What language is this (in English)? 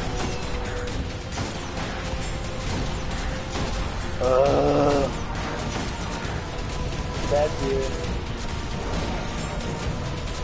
English